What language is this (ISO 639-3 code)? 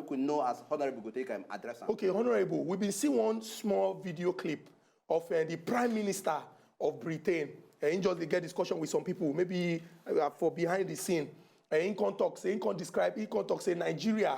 pcm